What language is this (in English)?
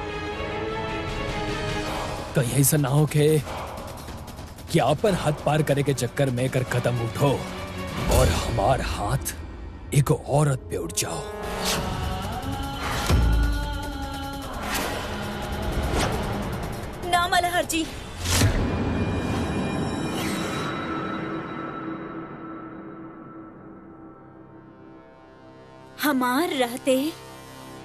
Bhojpuri